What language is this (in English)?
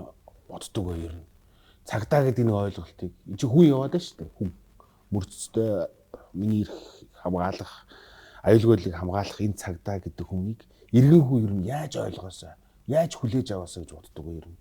Mongolian